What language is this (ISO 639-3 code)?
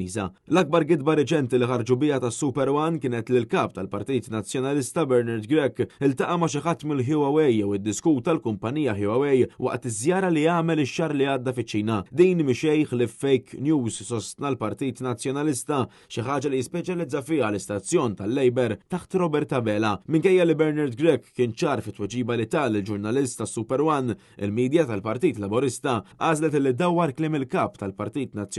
mlt